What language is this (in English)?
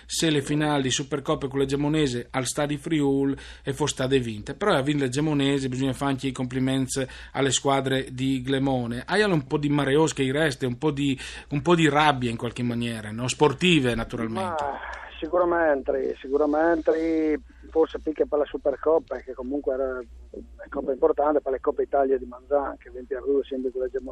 Friulian